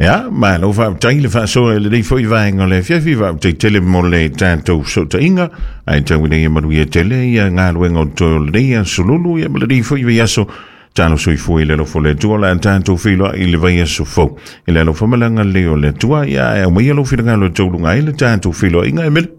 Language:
Samoan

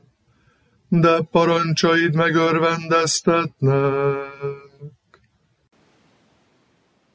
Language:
Hungarian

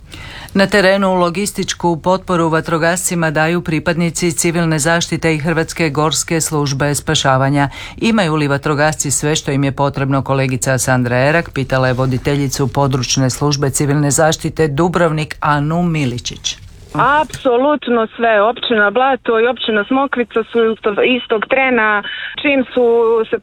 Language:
Croatian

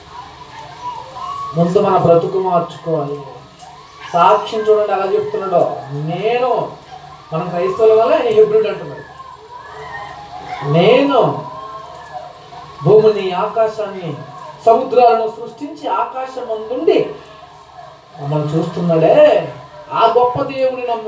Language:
Telugu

